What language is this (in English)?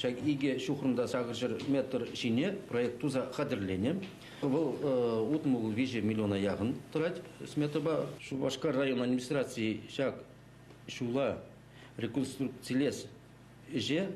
Chuvash